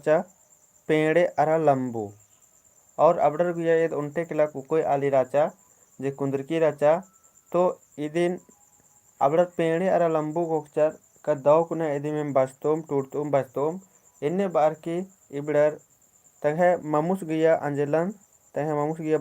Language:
Kurukh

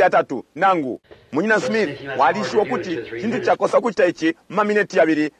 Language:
Bemba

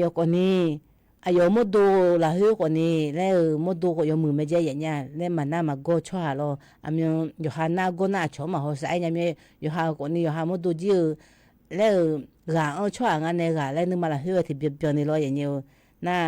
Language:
Akha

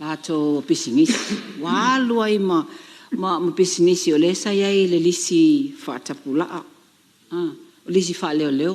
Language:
Samoan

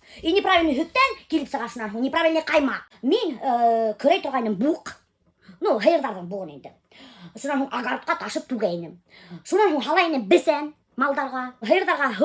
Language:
Bashkir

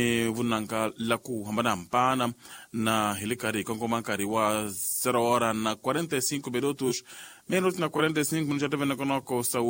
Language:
Tsonga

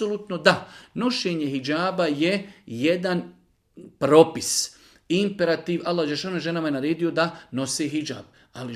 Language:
Bosnian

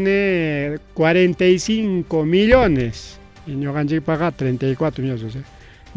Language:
Ayacucho Quechua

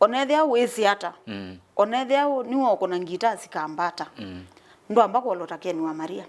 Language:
Kamba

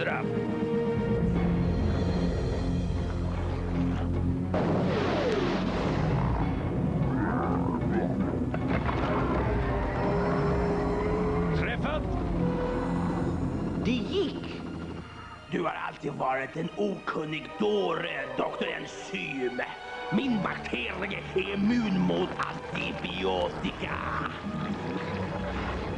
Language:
Swedish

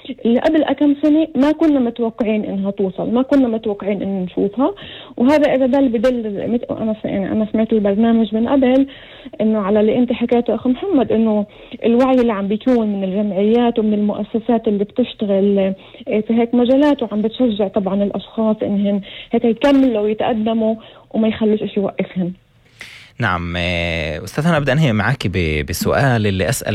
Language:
North Levantine Arabic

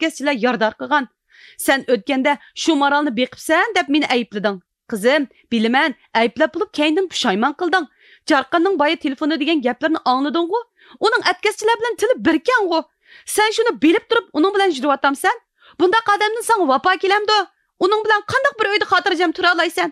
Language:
Uyghur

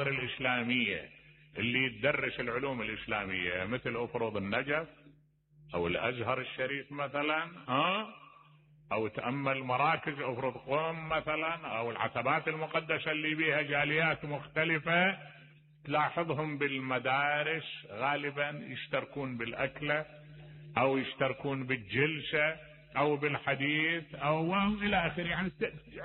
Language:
Mesopotamian Arabic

